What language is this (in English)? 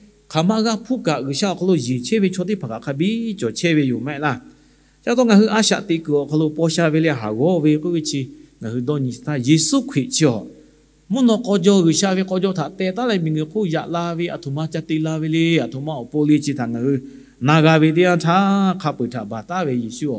Lahu